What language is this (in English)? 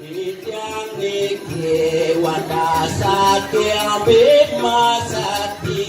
Balinese